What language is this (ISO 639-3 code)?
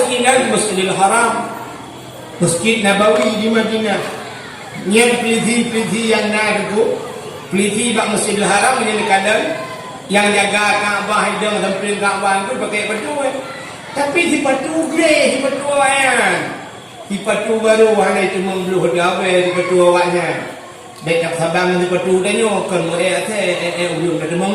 ace